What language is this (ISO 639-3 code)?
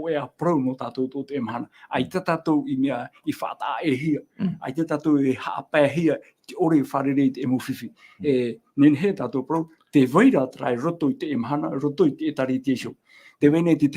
tah